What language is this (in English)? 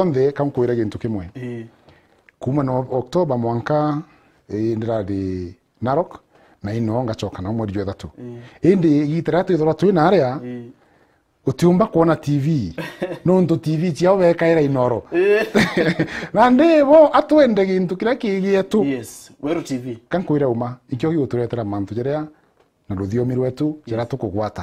Meru